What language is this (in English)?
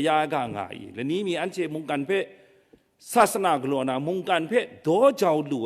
Kachin